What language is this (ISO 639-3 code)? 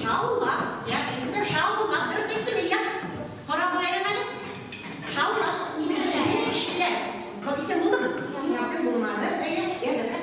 bak